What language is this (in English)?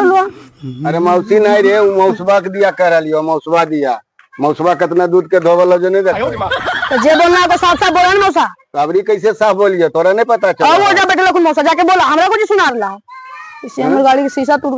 Magahi